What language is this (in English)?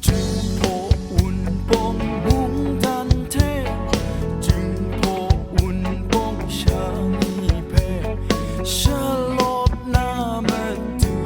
Kachin